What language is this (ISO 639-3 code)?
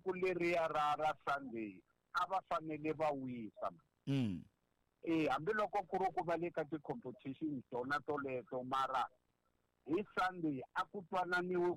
tso